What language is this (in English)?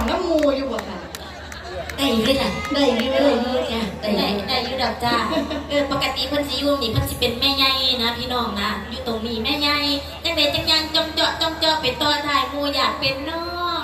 Northeastern Thai